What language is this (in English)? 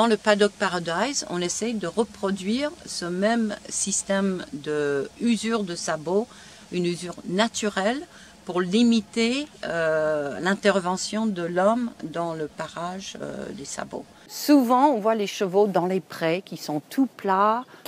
French